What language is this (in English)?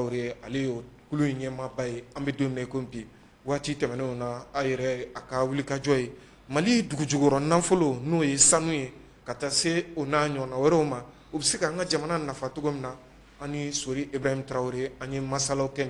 Bambara